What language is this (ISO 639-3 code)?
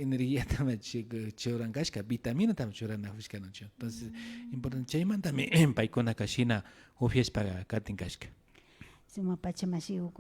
qvi